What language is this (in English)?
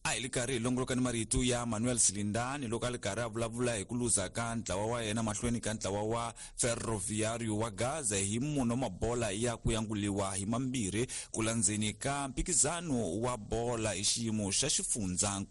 Tsonga